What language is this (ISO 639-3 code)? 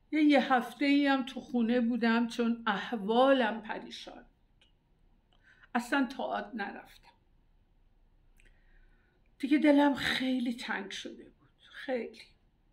fas